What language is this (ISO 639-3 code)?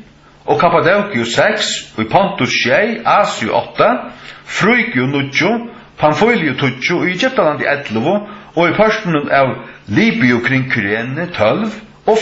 fao